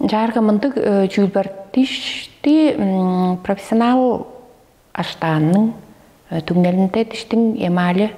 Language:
Tuvinian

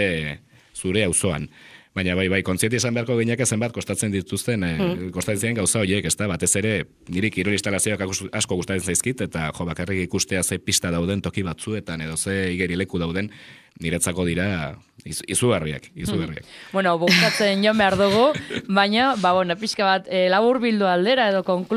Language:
Basque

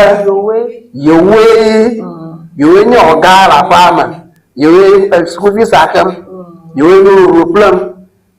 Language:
Ewe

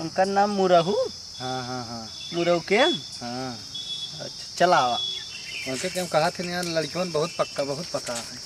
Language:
Awadhi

